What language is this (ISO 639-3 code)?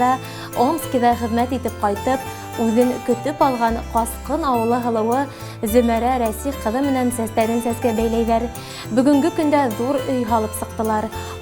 bak